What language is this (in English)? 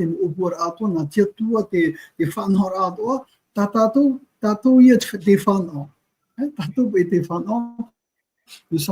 Tahitian